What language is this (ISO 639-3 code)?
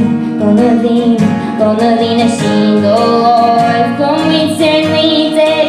gle